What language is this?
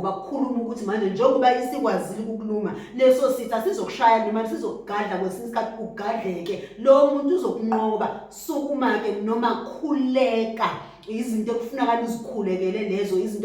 Zulu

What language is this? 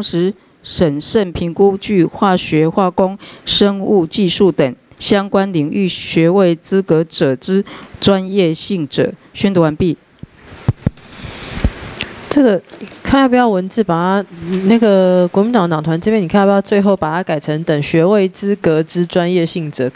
Chinese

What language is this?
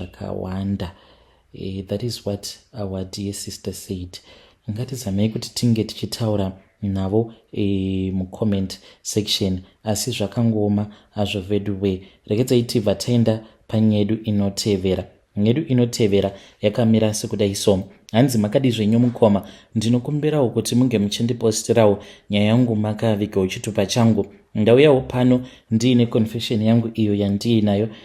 Shona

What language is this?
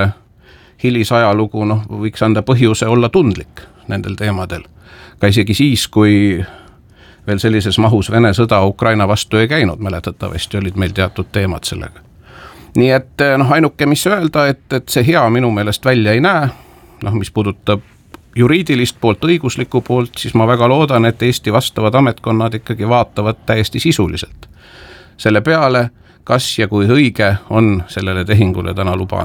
Estonian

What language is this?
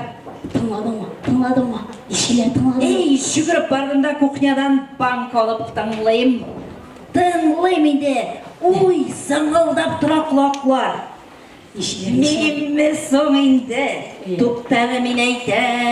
Tatar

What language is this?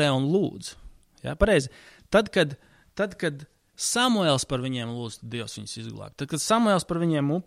Latvian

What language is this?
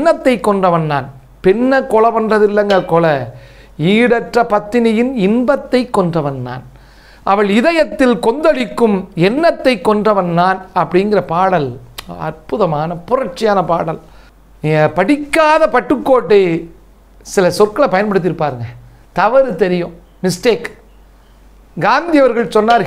Tamil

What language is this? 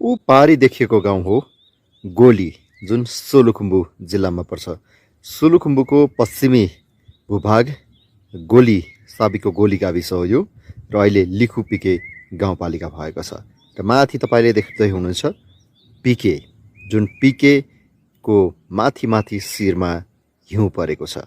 Nepali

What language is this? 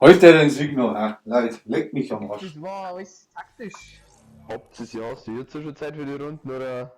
Bavarian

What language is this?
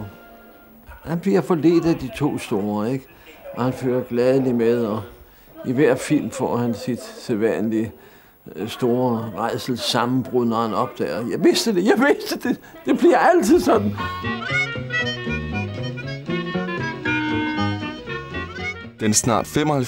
Danish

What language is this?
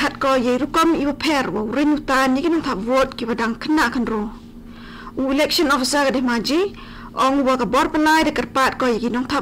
Khasi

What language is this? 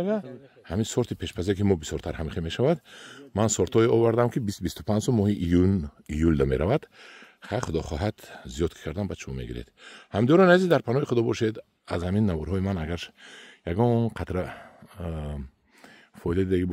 Tajik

